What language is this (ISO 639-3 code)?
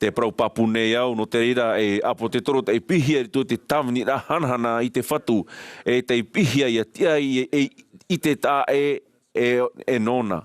tah